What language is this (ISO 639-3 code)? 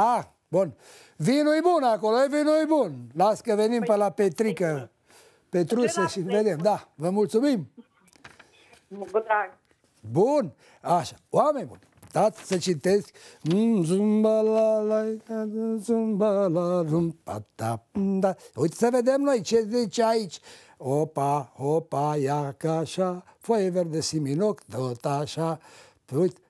ron